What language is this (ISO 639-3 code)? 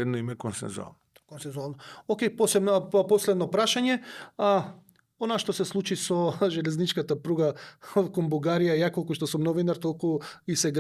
mkd